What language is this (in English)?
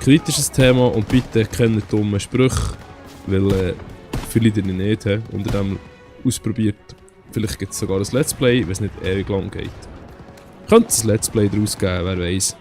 Swiss German